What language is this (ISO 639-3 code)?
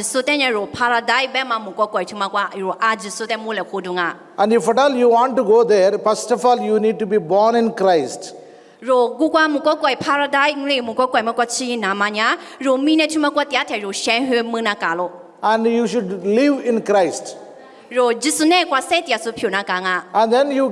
lis